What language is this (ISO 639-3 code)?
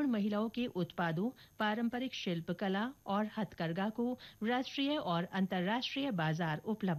hin